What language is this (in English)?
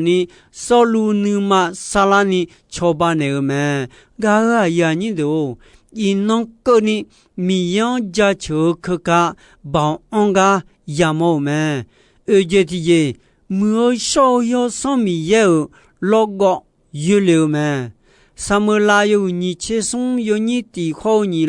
Akha